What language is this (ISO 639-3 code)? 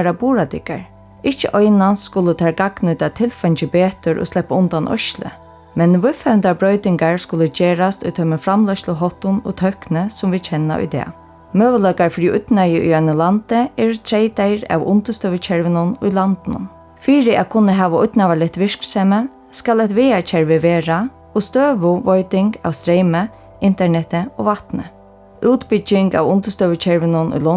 fao